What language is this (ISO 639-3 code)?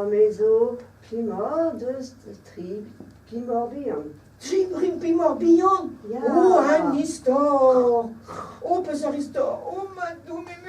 bre